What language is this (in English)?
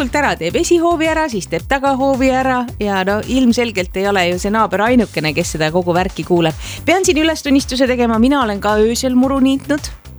Estonian